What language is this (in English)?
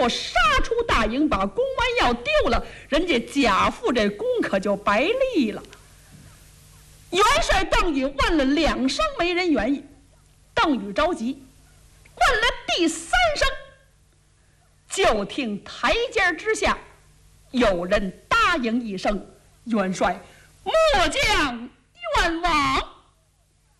Chinese